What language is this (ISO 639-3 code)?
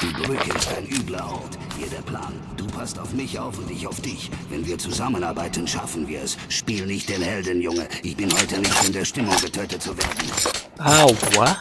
gsw